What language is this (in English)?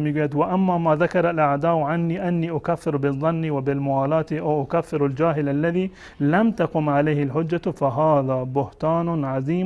Persian